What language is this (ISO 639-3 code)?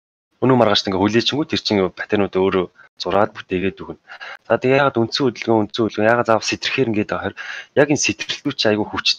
mon